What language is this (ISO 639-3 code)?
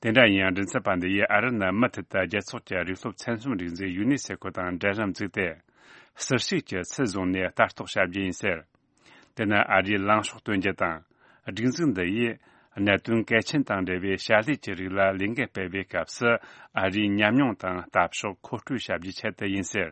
bod